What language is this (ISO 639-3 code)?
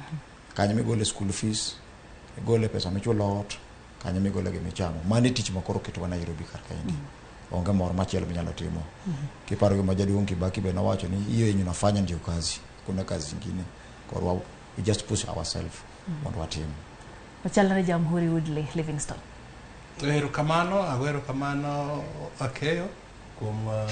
luo